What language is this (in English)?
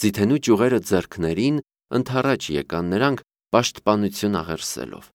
Armenian